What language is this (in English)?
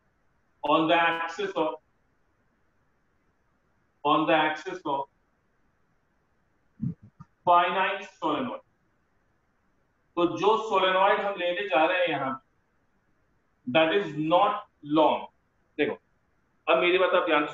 Hindi